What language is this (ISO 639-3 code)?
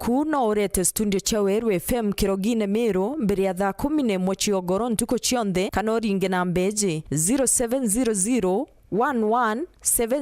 mer